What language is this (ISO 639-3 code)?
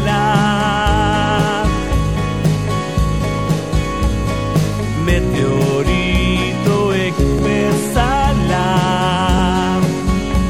eus